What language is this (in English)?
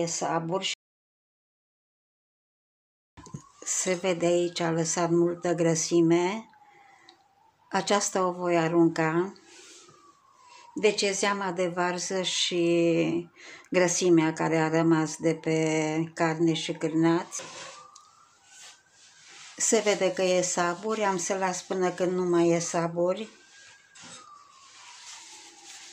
Romanian